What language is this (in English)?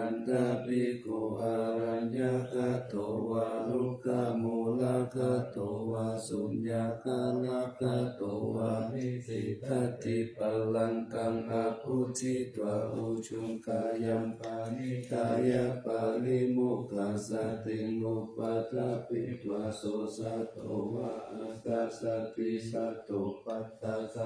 Pali